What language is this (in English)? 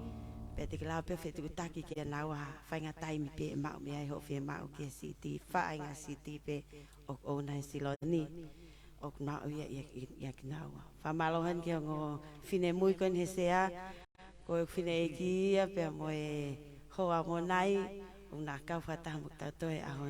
Tongan